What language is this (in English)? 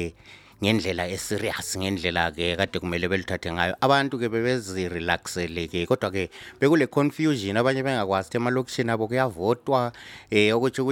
North Ndebele